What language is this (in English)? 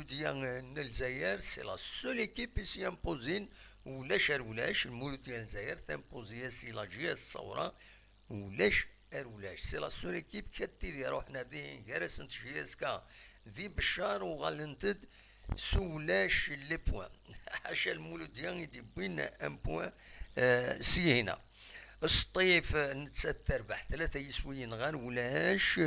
Kabyle